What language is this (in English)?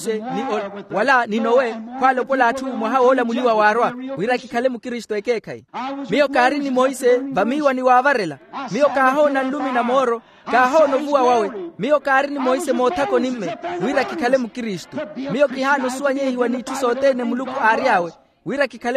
Makhuwa